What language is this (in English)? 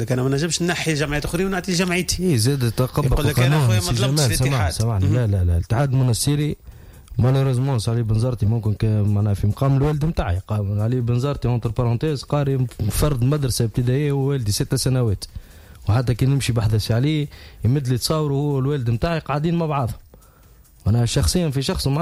Tunisian Arabic